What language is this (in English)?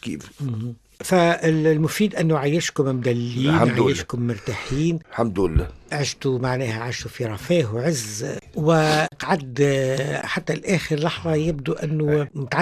Tunisian Arabic